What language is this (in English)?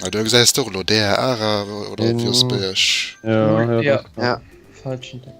Luxembourgish